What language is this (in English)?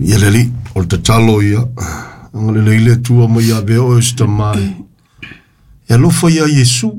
Samoan